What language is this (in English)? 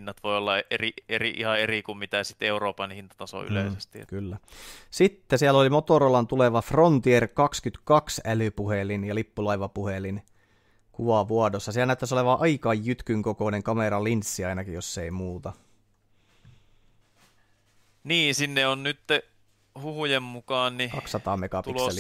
Finnish